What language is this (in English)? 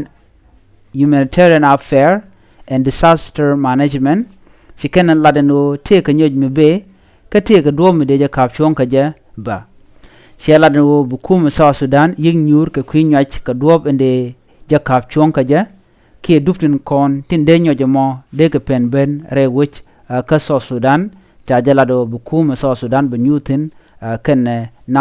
Nuer